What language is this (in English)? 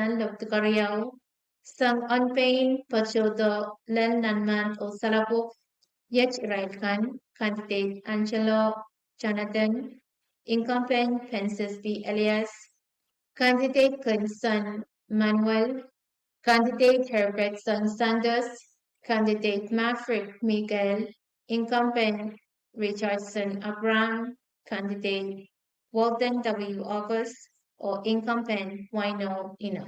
Pohnpeian